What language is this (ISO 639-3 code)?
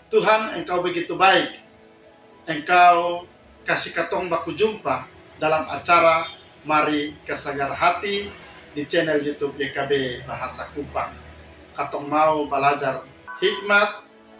mkn